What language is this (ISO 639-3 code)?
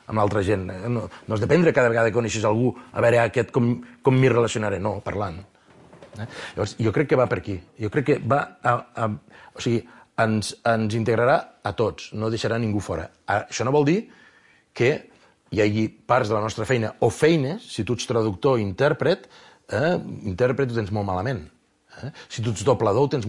cat